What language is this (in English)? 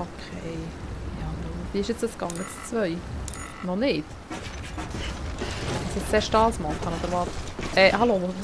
Swiss German